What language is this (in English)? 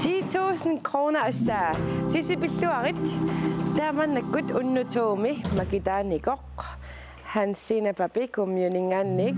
Kalaallisut